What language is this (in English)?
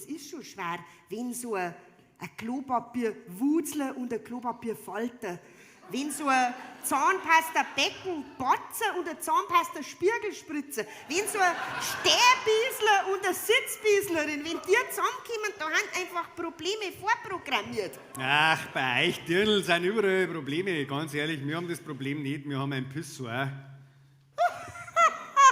Bavarian